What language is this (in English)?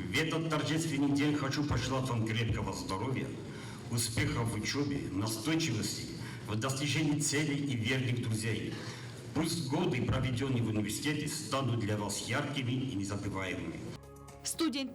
Ossetic